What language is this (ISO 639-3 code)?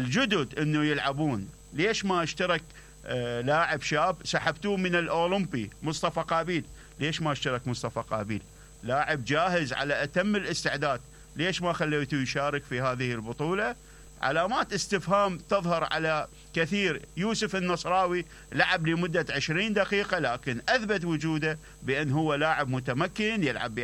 acm